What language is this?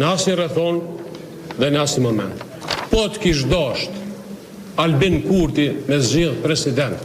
Albanian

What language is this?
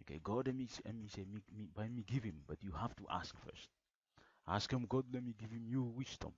Bislama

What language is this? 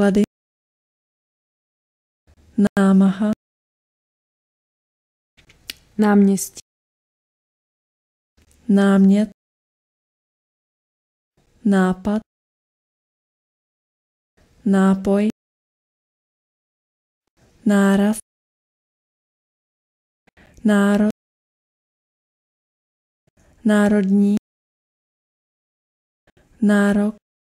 Czech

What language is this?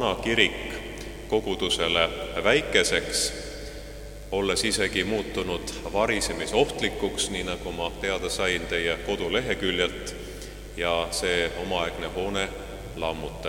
Estonian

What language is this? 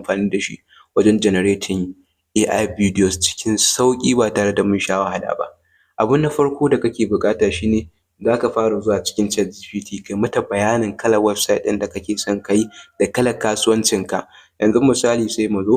Hausa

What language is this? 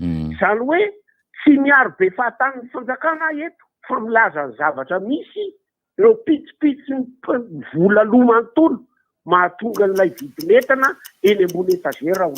Malagasy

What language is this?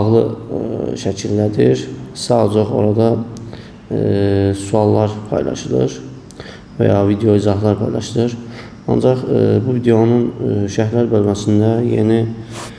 Azerbaijani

